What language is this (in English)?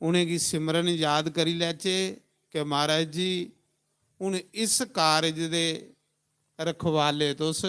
Dogri